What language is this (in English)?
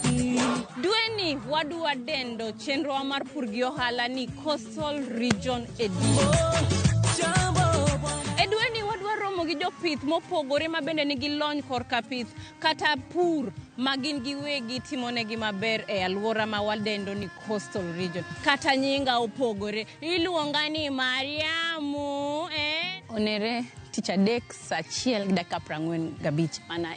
Luo (Kenya and Tanzania)